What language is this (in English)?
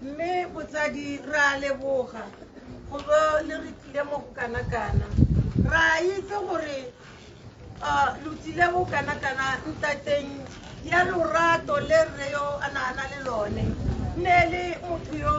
Tswana